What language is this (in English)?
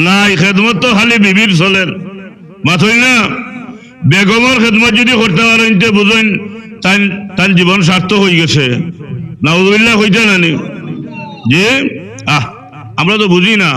Sylheti